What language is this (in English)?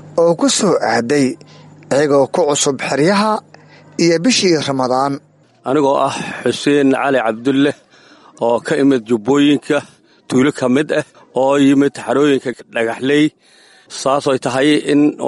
Somali